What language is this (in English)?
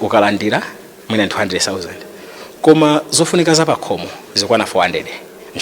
Nyanja